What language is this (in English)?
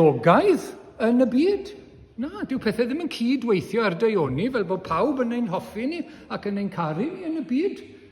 Welsh